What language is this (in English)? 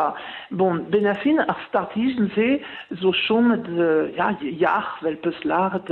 Breton